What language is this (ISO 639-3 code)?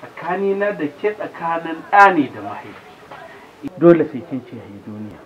hau